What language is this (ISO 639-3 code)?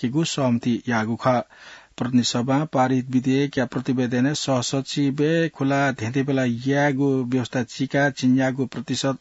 new